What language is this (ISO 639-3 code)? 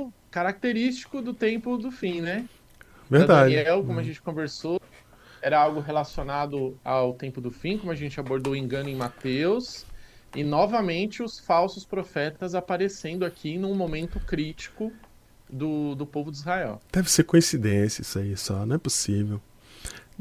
por